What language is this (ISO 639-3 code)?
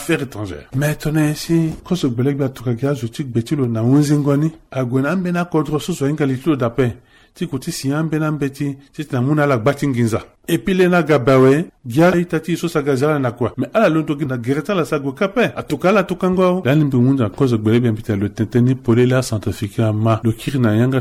sag